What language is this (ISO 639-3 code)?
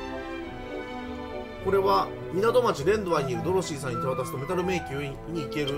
jpn